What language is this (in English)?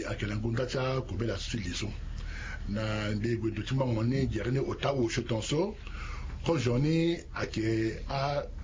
Sango